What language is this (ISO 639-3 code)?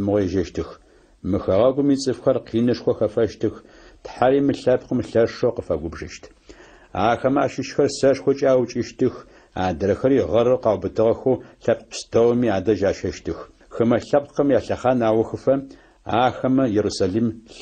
ady